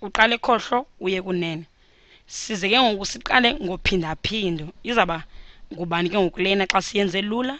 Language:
Xhosa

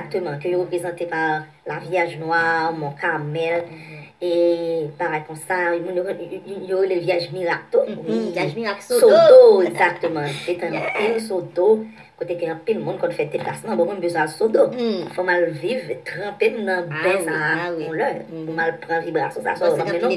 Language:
Haitian Creole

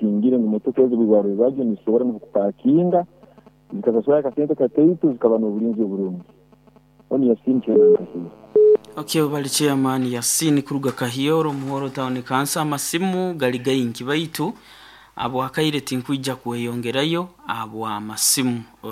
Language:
Nyoro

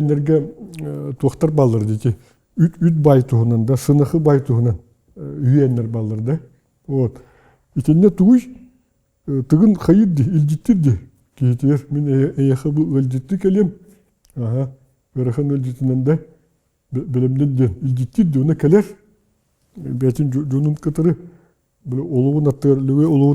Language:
Yakut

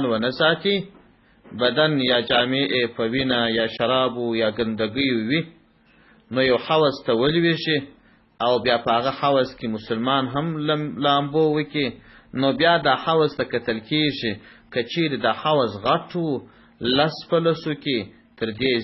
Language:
Pashto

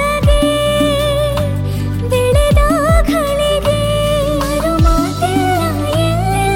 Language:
Kannada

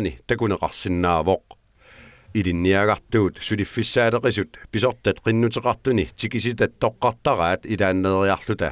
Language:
Kalaallisut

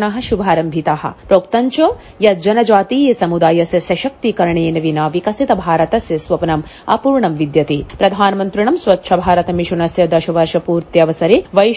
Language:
Sanskrit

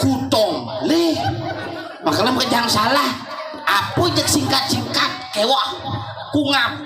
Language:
Balinese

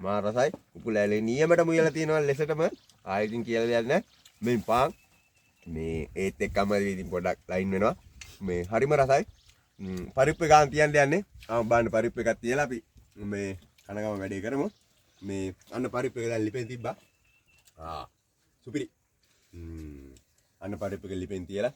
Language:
Sinhala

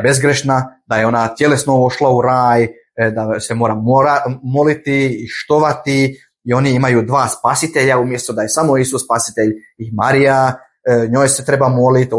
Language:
Bosnian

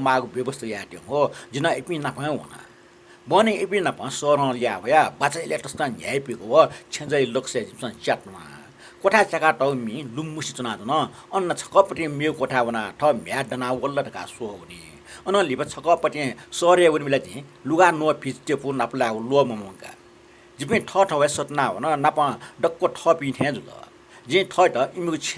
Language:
Newari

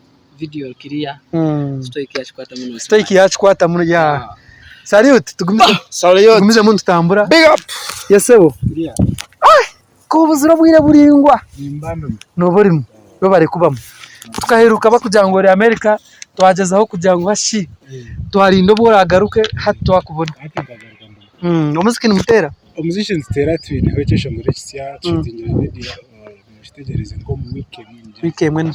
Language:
Nyankole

